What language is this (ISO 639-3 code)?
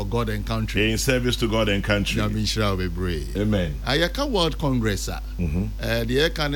aka